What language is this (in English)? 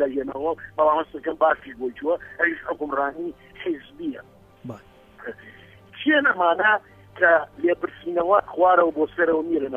Central Kurdish